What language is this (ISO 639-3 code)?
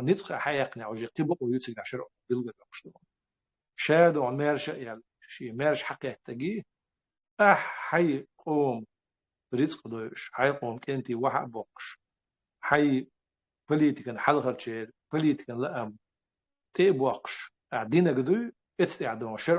che